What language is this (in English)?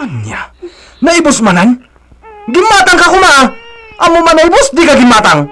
Iloko